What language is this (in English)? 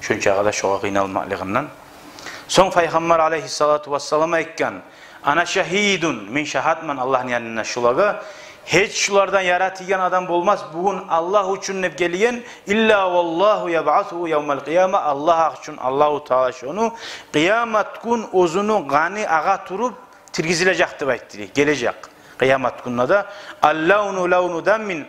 Kumyk